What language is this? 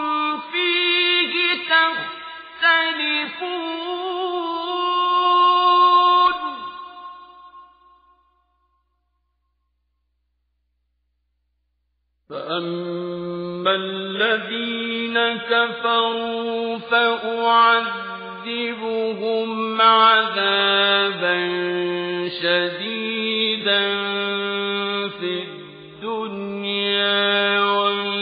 Arabic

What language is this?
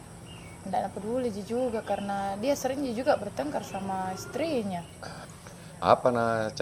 Makassar Malay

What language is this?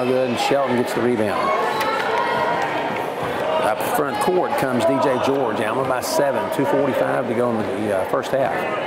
English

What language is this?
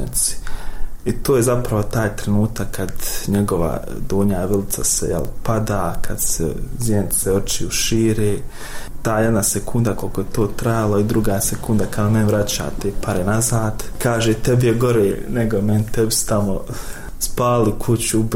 Bosnian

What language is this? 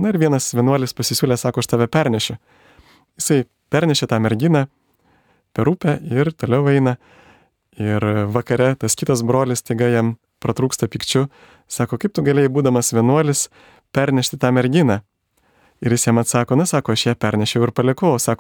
Lithuanian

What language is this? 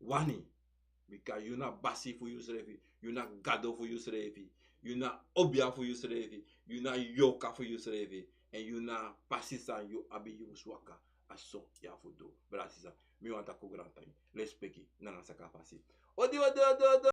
Sranan Tongo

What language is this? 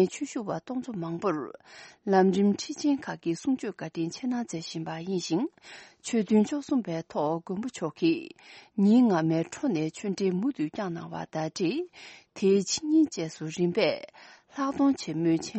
Tibetan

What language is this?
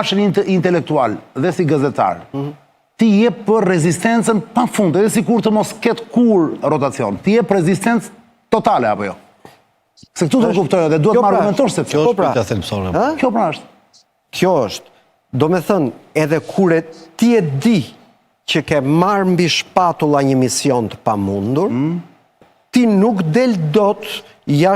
Albanian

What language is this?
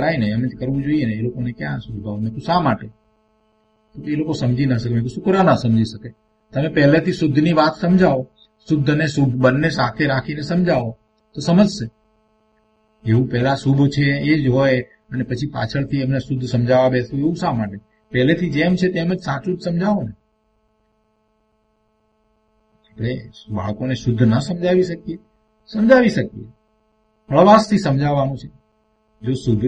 Gujarati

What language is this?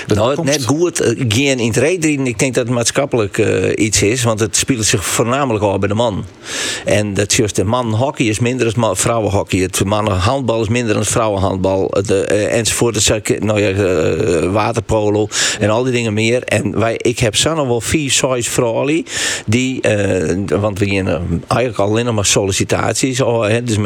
Western Frisian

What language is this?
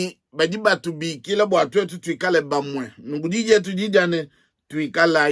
Luba-Lulua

